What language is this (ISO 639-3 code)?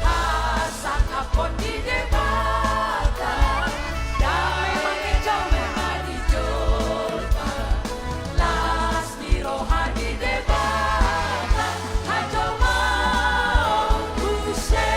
bbc